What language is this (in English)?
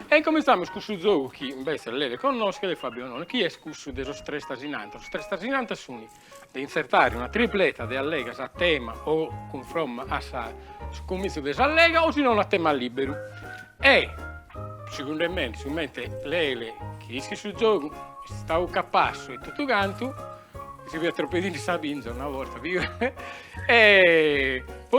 Sardinian